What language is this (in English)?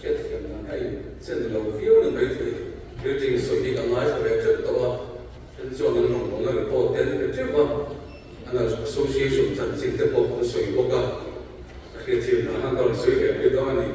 Mizo